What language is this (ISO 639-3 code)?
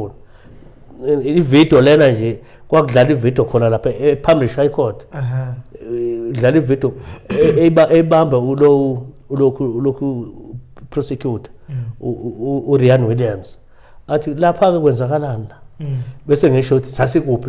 zul